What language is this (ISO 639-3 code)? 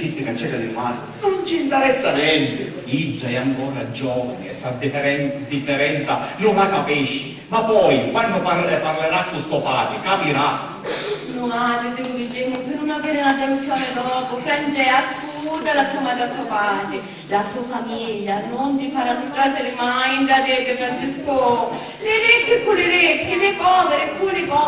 scn